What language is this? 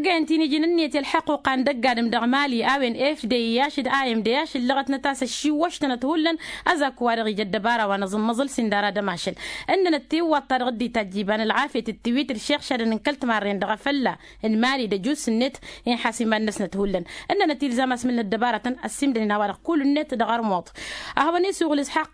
Tamasheq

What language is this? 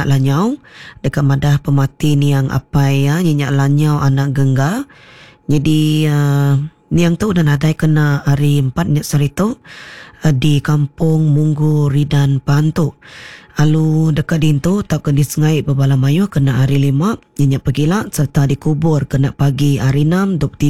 Iban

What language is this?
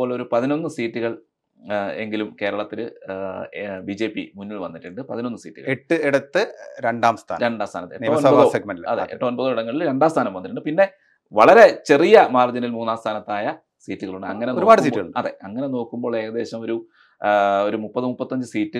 Malayalam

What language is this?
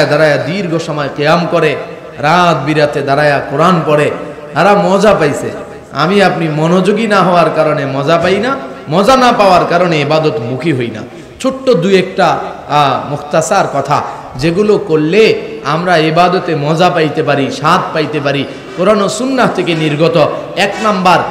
Bangla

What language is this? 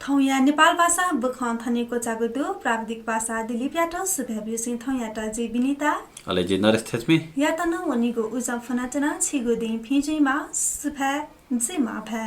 Newari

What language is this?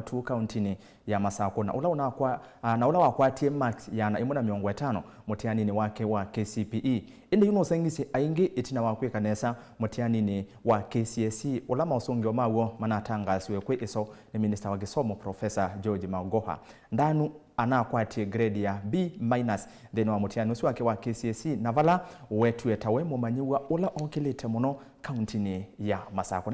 Kamba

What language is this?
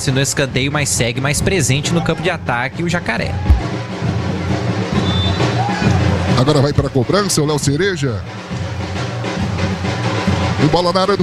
Portuguese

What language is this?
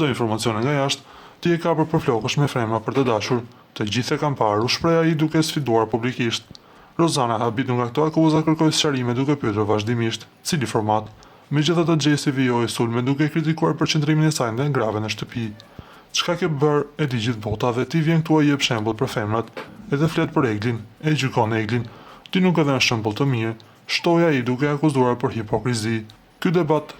Albanian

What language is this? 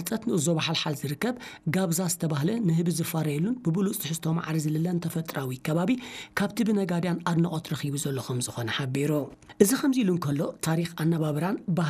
Tigrinya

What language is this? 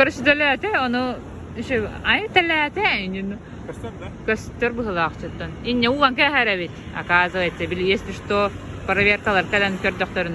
Yakut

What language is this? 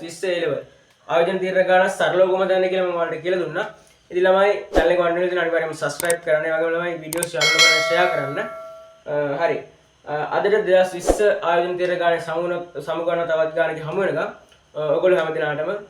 Sinhala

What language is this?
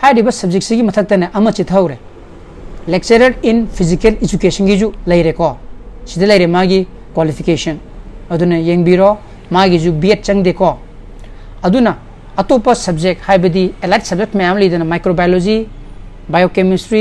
Manipuri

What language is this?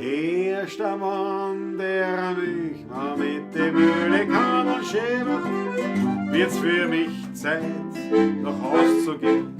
Bavarian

